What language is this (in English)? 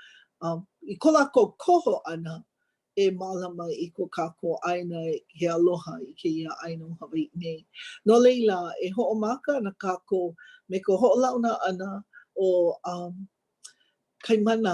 Hawaiian